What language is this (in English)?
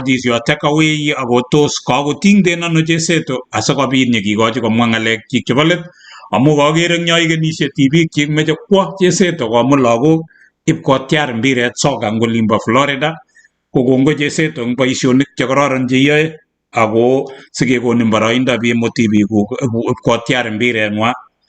Kalenjin